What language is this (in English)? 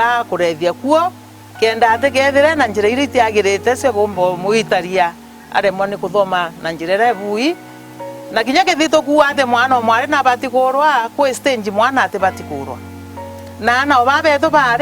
Meru